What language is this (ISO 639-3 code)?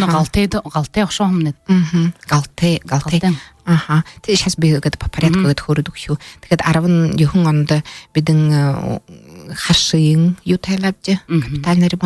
bua